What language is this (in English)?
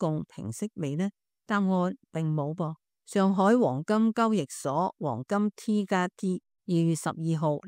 Cantonese